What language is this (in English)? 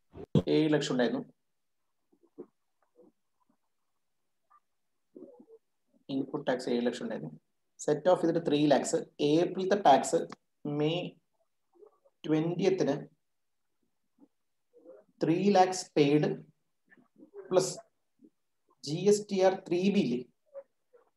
Malayalam